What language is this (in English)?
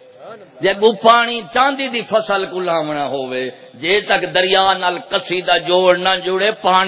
Saraiki